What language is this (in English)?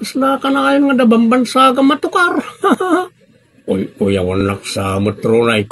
Iloko